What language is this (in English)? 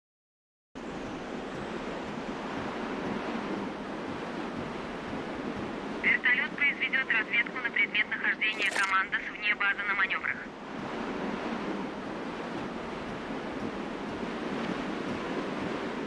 Russian